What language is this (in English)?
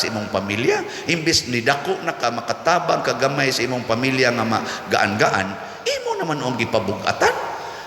Cebuano